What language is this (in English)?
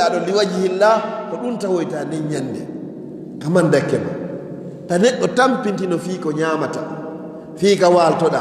Fula